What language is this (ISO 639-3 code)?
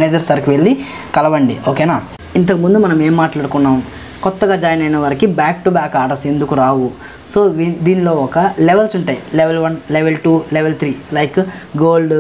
tel